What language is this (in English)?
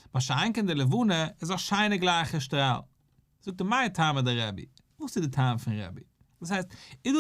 Yiddish